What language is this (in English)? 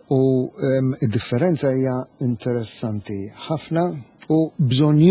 Maltese